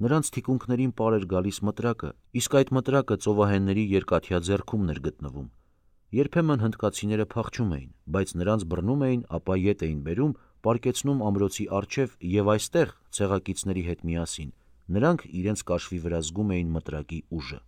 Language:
Armenian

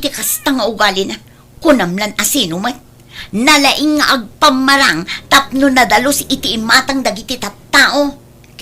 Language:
Iloko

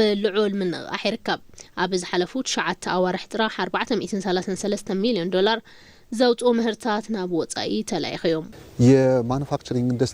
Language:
Tigrinya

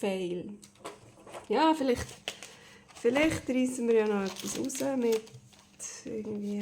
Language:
Swiss German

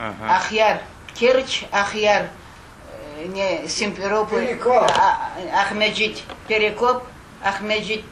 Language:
Crimean Tatar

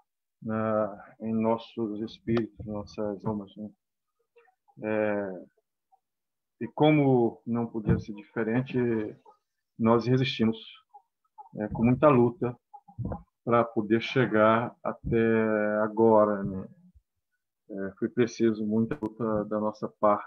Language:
Portuguese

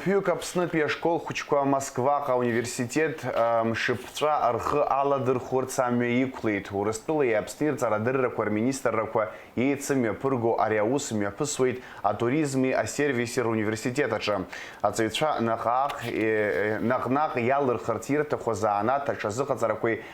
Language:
Abkhazian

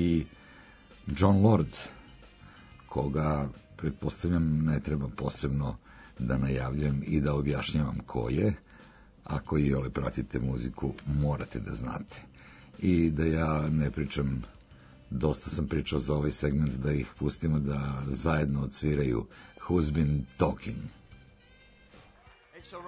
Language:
Serbian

